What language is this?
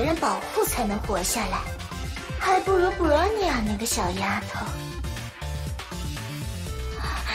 Chinese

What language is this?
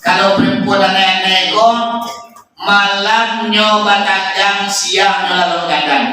Minangkabau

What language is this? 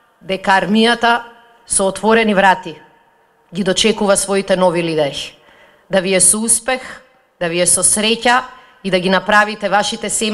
Macedonian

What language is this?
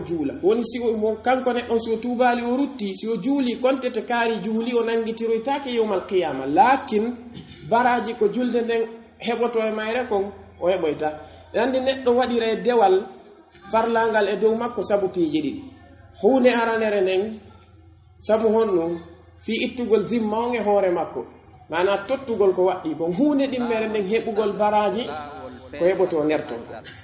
Pular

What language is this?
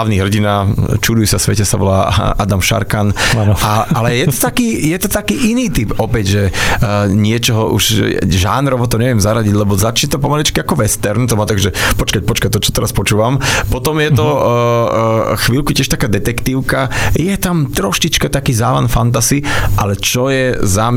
Slovak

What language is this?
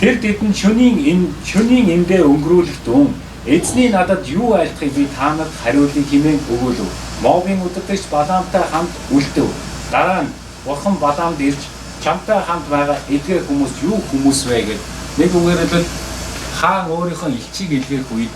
Mongolian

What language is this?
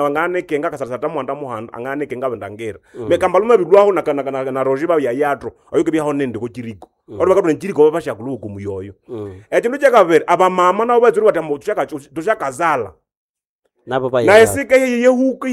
Nande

